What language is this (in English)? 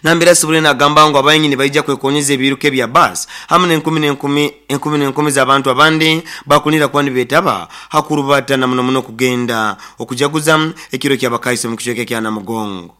Nyoro